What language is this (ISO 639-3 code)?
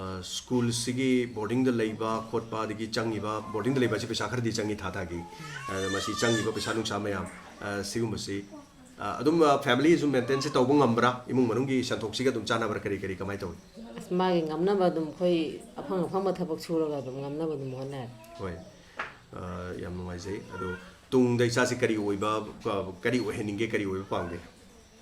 mni